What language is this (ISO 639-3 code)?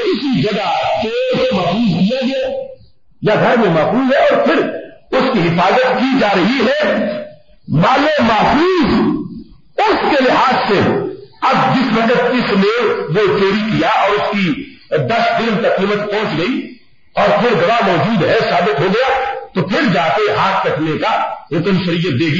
urd